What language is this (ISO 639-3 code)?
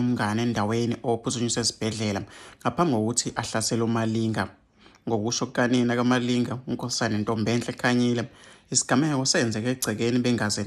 zul